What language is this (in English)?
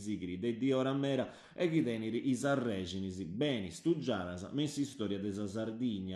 Sardinian